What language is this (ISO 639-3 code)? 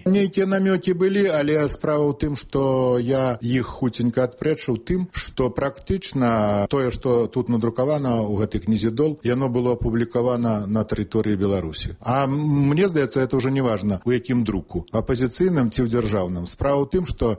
bel